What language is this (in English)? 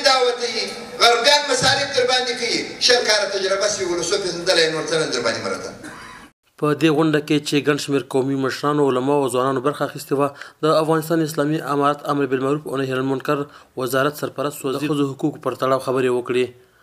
Pashto